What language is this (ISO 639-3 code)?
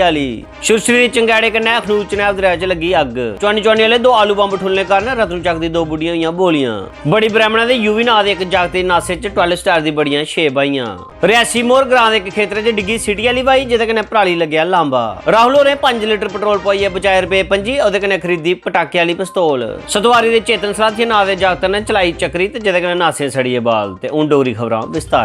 doi